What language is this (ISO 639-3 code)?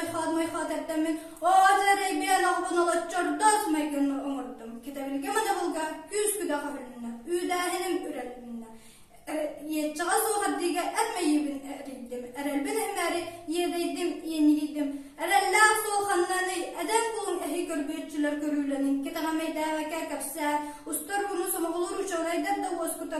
sah